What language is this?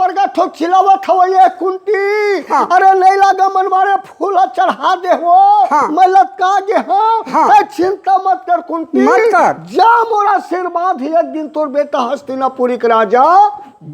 Chhattisgarhi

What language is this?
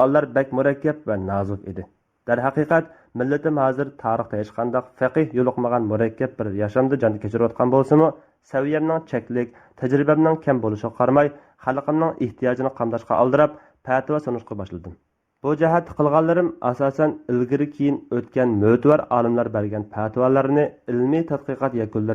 Uyghur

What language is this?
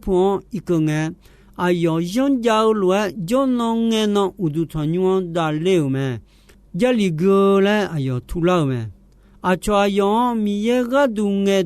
Akha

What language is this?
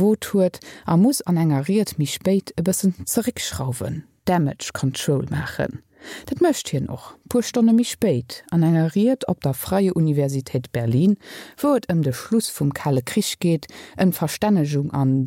Luxembourgish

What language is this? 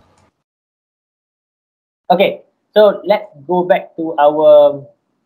English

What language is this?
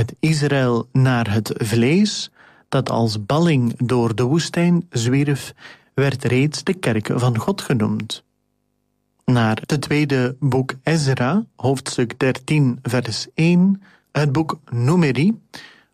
Dutch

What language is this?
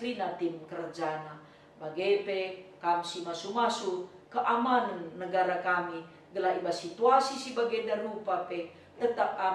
Batak Karo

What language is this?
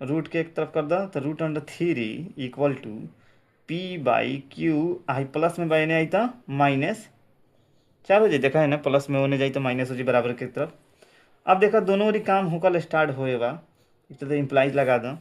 Bhojpuri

